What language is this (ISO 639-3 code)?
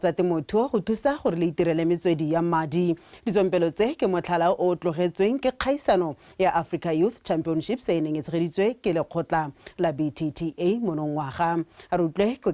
tsn